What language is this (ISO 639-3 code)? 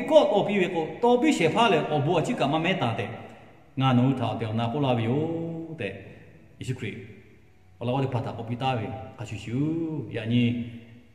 lhu